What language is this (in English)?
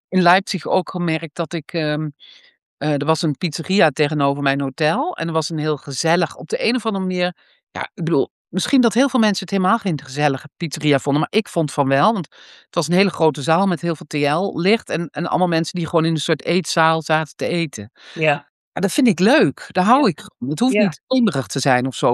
Dutch